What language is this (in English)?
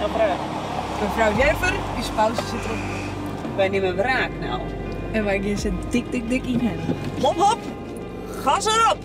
Western Frisian